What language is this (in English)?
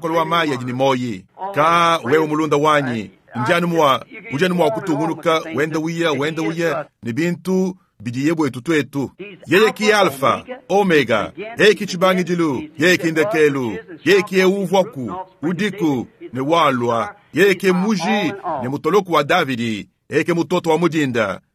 Luba-Lulua